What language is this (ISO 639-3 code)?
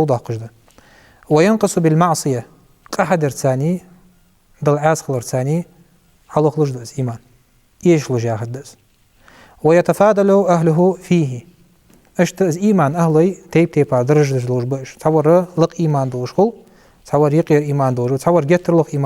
inh